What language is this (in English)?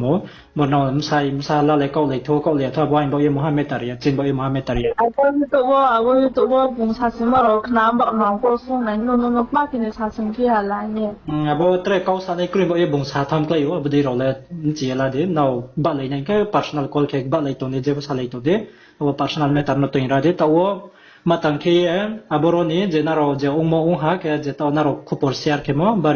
Riang (India)